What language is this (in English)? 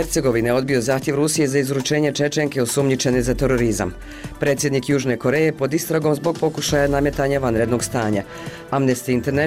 Bosnian